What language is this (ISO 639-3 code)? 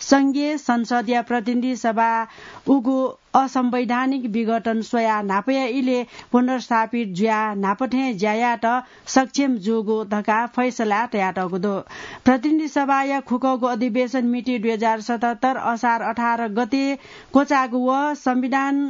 new